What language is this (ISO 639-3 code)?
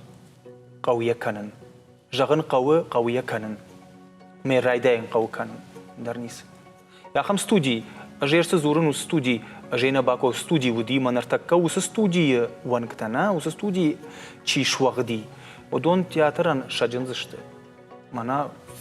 oss